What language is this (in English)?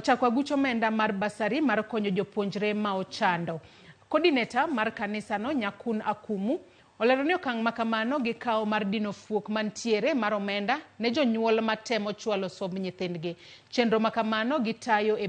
Luo (Kenya and Tanzania)